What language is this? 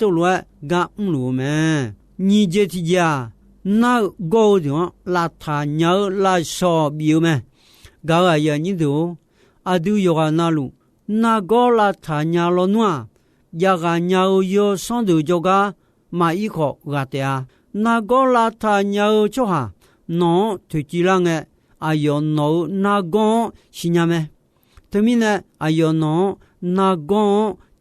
Akha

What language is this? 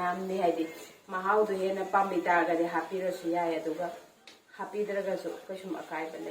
Manipuri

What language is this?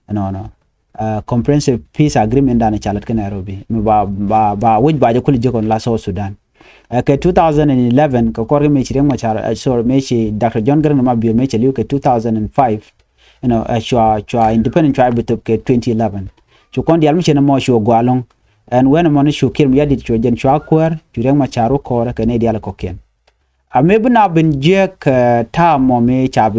Nuer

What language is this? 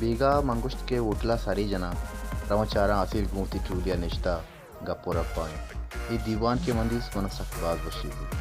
Baluchi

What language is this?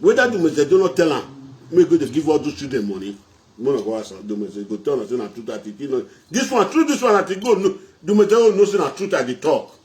Nigerian Pidgin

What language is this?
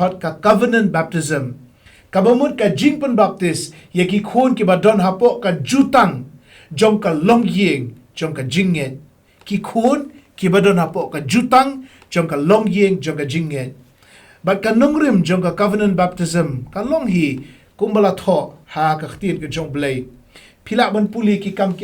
Khasi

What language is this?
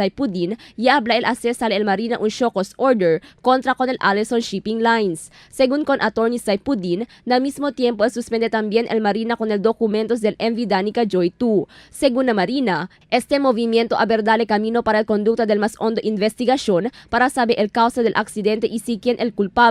Chavacano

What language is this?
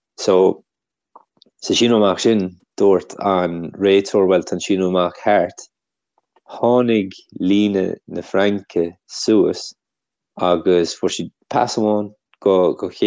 Irish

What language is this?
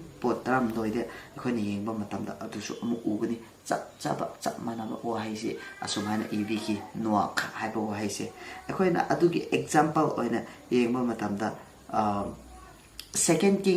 Manipuri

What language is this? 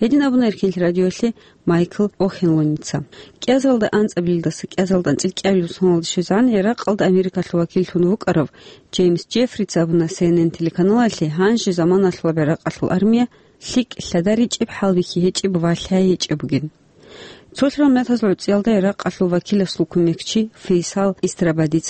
Avaric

